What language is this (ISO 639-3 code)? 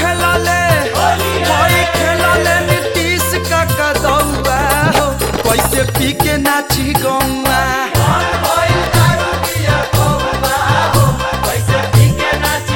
bho